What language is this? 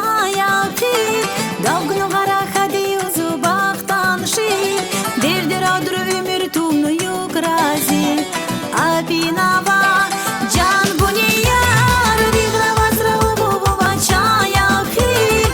Tabassaran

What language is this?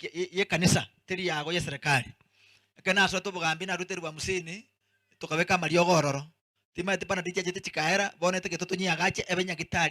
Gusii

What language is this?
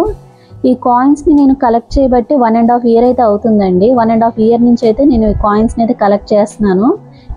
Telugu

